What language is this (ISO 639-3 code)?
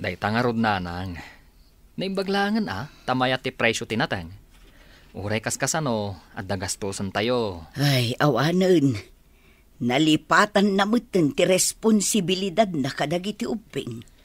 ilo